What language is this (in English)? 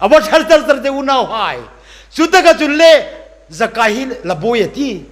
Hmar